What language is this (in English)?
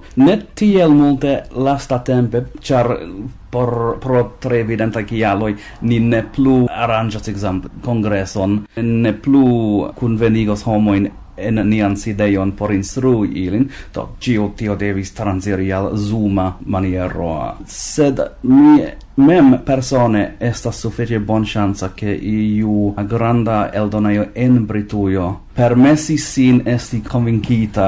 Esperanto